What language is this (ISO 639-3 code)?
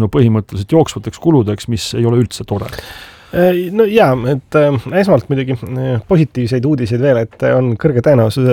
est